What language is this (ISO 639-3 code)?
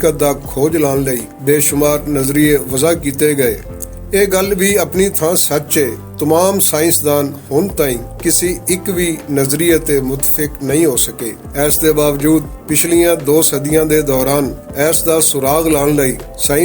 lah